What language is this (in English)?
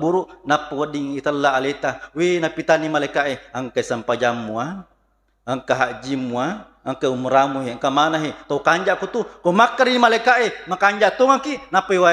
Buginese